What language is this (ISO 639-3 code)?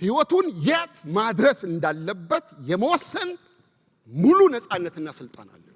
amh